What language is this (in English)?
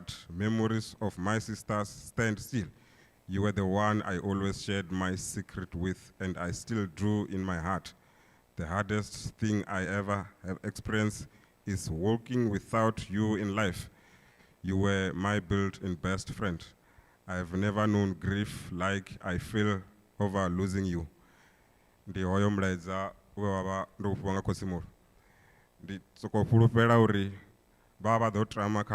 Venda